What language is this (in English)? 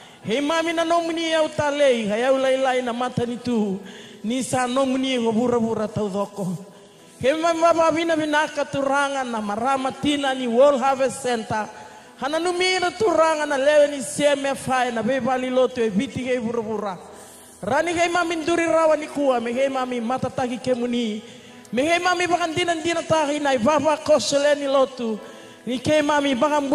Fijian